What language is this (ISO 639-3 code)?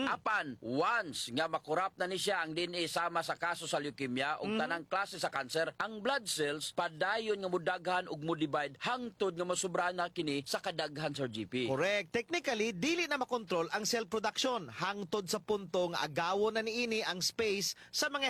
ceb